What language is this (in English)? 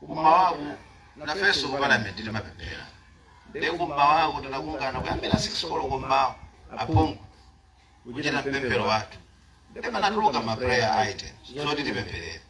Nyanja